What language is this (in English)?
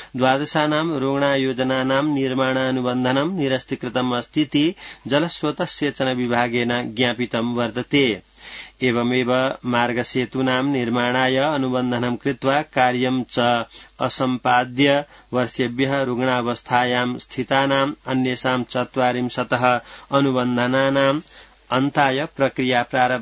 Sanskrit